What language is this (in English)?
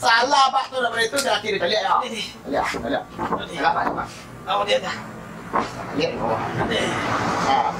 Minangkabau